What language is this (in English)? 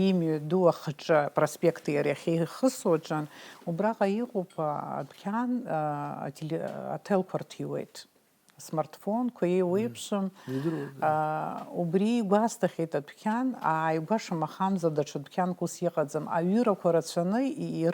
Abkhazian